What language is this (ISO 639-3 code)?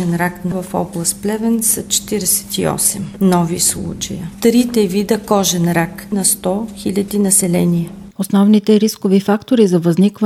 bul